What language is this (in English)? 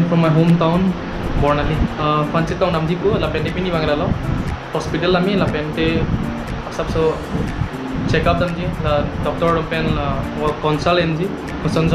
Karbi